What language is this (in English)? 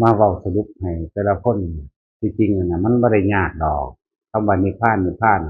Northeastern Thai